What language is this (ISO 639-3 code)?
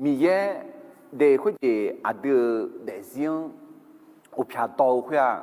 ahk